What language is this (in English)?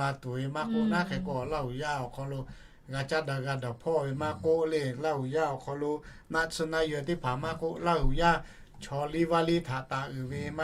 Lahu